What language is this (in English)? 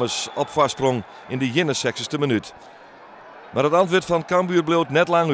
Western Frisian